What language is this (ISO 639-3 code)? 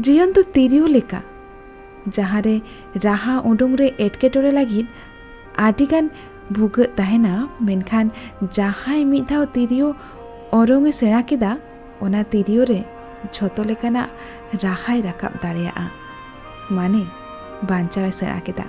sat